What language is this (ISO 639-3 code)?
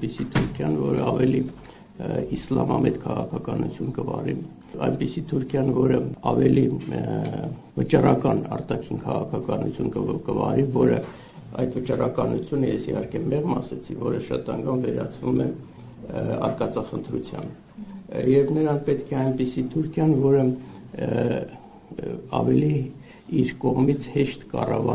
hye